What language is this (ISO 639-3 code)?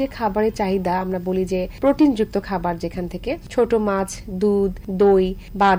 ben